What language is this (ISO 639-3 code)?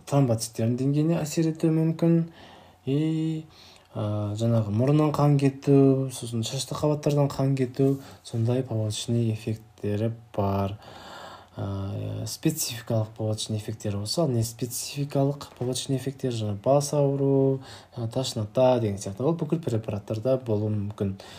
kaz